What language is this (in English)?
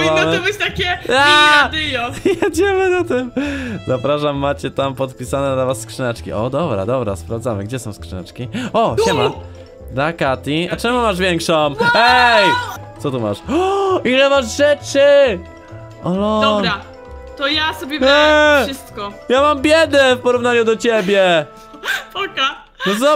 Polish